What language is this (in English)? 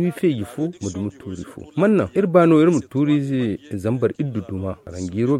Zarma